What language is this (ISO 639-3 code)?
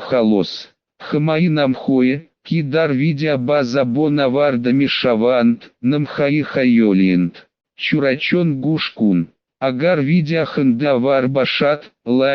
tgk